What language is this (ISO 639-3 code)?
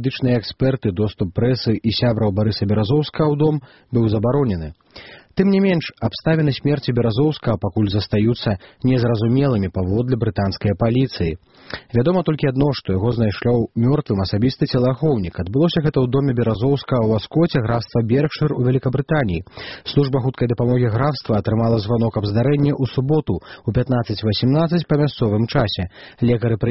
bel